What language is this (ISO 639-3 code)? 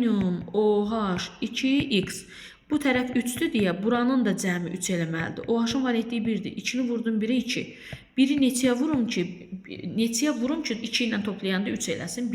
aze